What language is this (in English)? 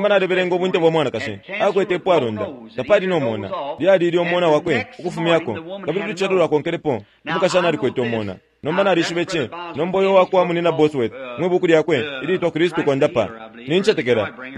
Bemba